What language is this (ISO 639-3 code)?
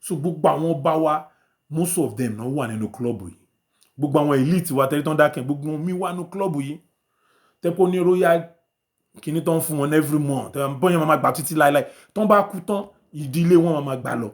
yor